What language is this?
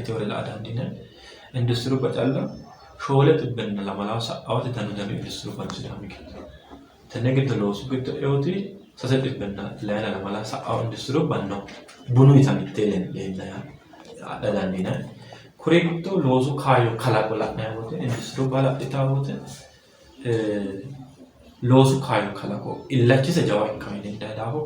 Sidamo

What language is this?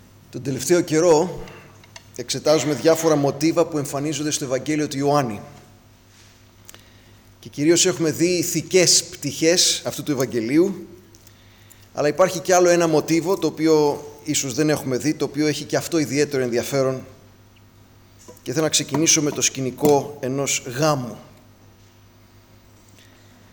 Greek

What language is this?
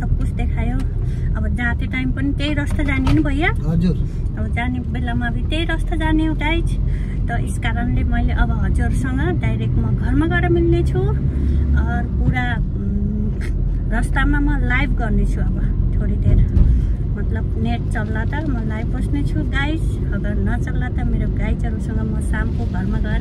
Nepali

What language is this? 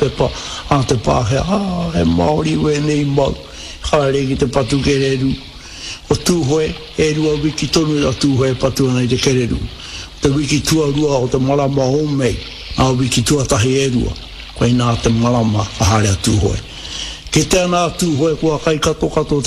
Māori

